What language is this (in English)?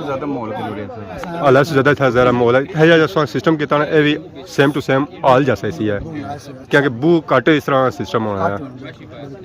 Pahari-Potwari